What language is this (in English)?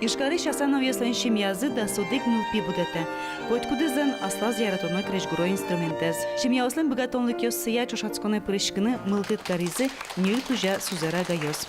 Udmurt